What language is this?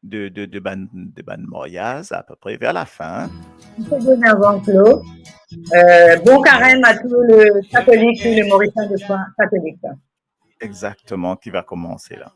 Morisyen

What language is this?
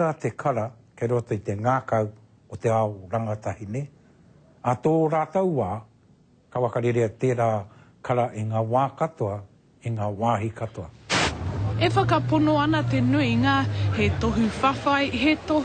Māori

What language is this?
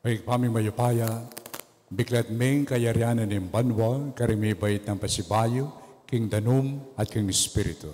Pampanga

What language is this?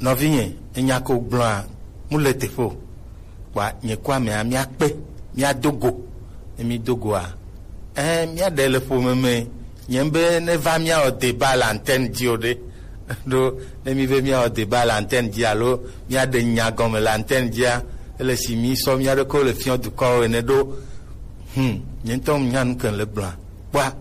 Gen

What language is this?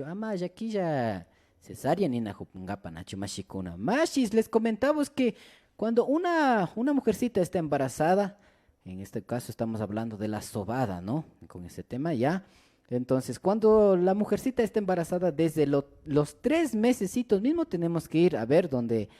Imbabura Highland Quichua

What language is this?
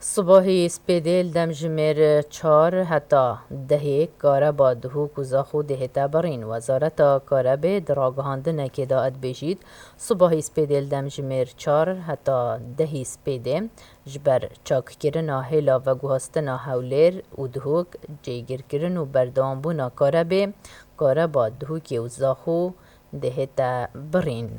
Kurdish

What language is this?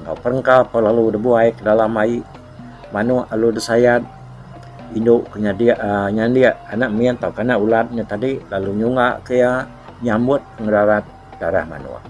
Iban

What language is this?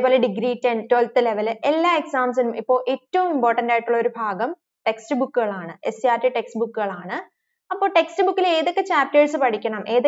Malayalam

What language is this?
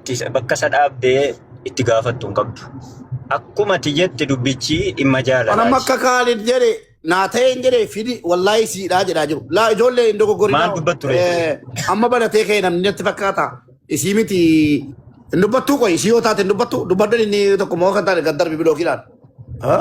Oromo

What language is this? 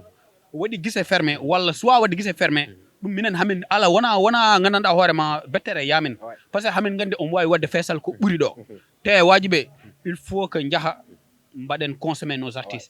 Fula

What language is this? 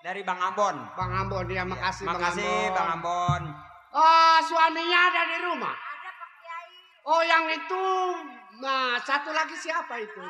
Betawi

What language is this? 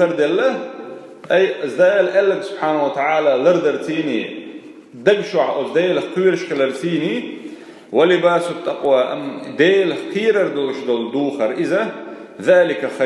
Chechen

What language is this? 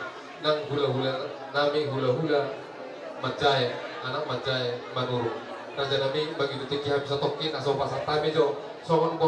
Batak Toba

